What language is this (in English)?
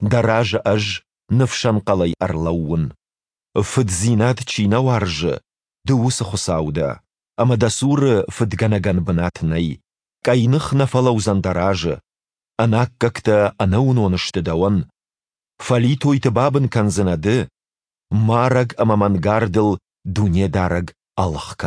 Ossetic